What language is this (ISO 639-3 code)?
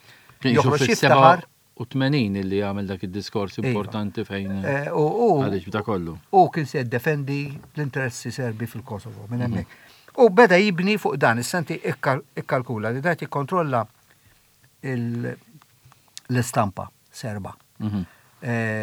mlt